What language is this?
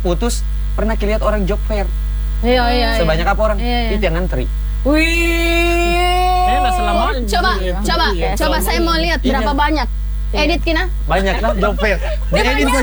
Indonesian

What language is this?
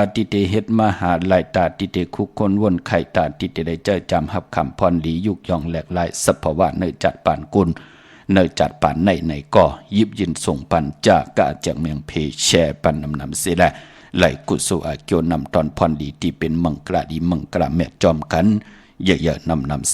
Shan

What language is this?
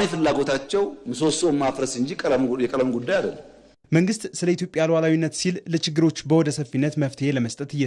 Amharic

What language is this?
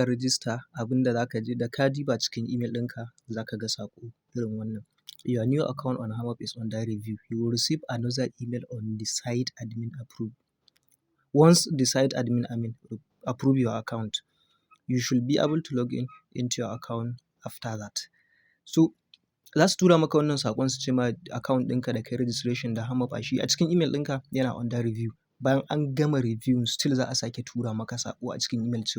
Hausa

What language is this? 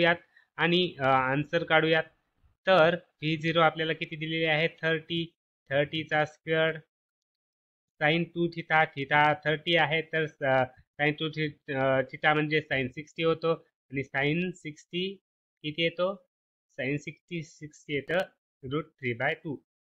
Marathi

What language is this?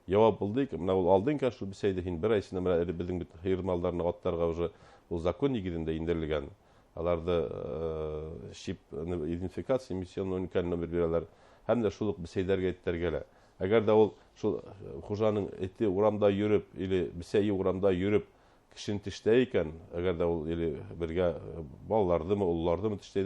Bashkir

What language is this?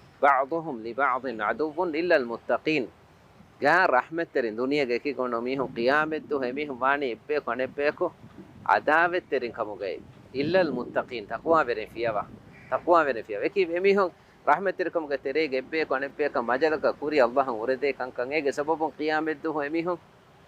Divehi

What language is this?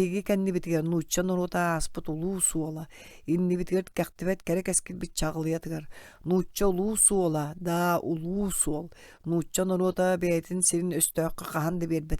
Yakut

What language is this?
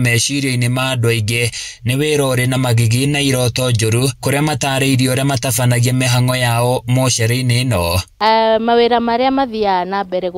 Kikuyu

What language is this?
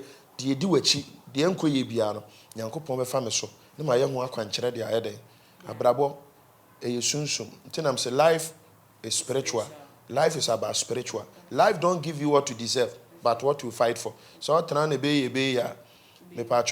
Akan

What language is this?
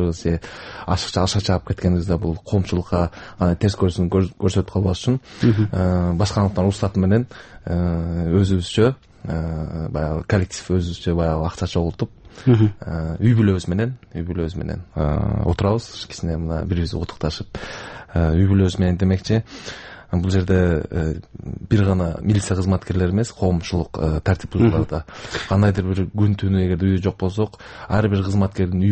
Kyrgyz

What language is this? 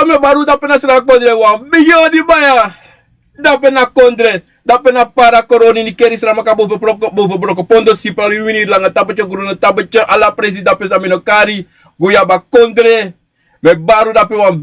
Sranan Tongo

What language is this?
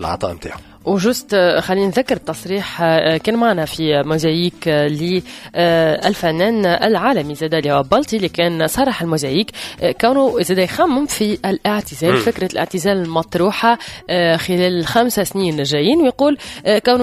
Tunisian Arabic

